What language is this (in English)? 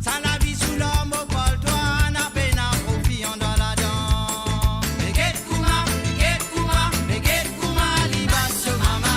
Morisyen